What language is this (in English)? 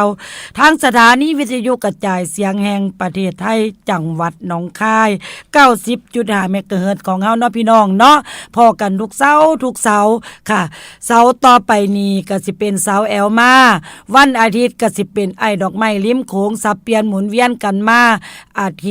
Northeastern Thai